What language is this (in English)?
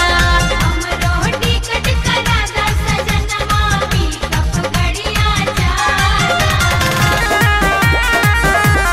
Bhojpuri